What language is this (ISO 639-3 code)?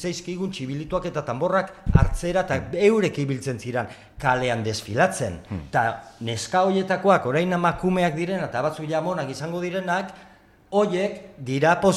eus